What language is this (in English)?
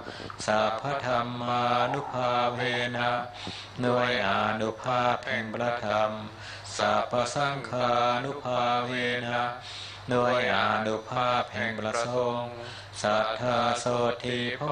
Thai